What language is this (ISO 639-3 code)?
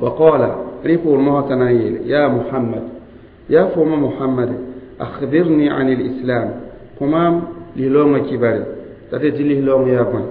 mos